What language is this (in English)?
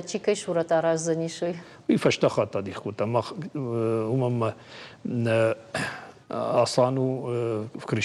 Ossetic